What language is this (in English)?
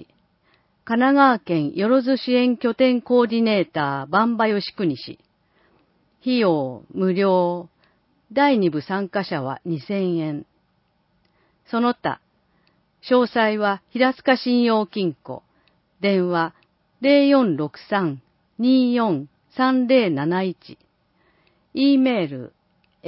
Japanese